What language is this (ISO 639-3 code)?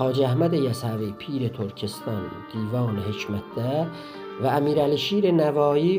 azb